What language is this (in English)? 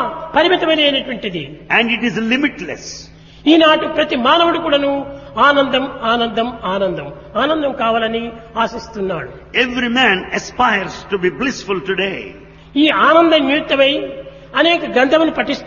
Telugu